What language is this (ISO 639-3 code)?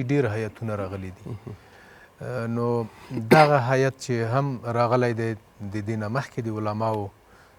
pus